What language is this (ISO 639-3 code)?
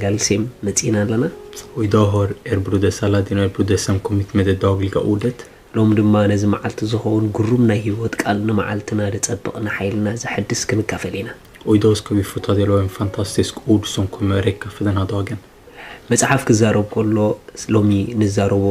tir